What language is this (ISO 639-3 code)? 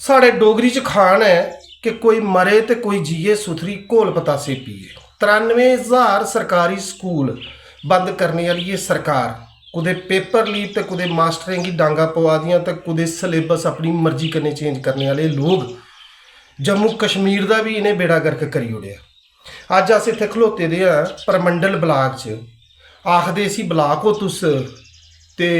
doi